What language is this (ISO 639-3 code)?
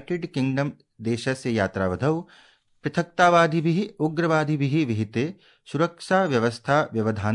san